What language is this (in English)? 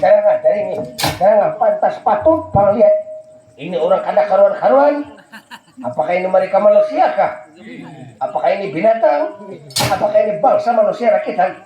Banjar